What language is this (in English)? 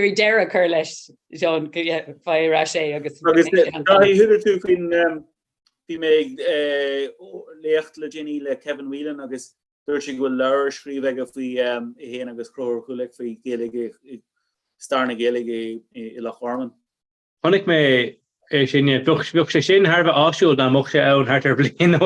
Irish